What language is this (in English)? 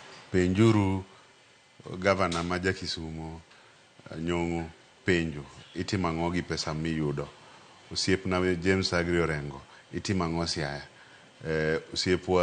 Luo (Kenya and Tanzania)